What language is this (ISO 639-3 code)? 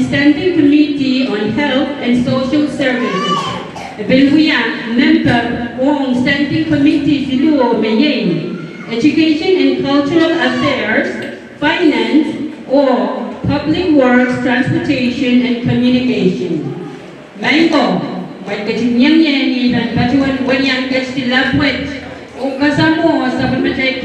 pon